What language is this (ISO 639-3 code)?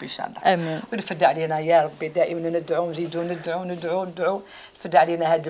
arq